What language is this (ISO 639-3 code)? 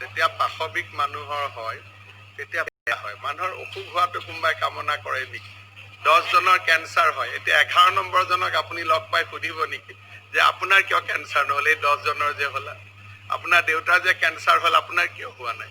asm